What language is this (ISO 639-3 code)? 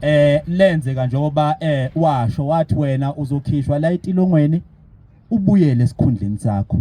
zul